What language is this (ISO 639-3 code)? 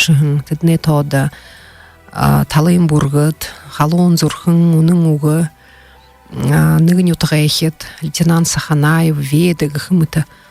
bua